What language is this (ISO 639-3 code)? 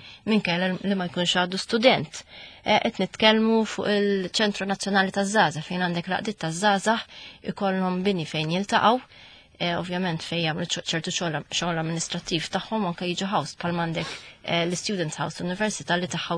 mlt